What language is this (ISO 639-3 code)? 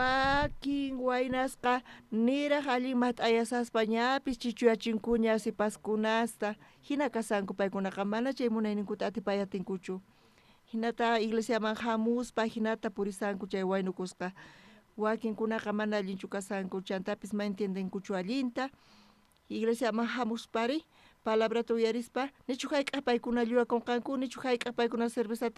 quh